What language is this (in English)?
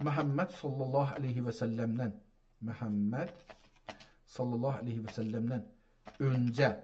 South Azerbaijani